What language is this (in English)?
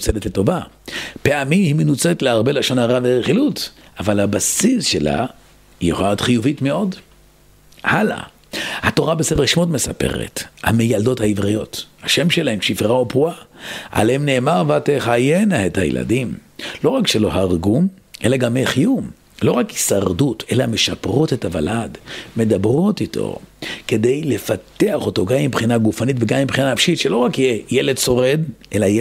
Hebrew